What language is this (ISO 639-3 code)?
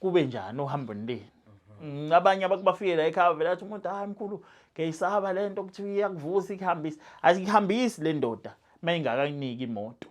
zul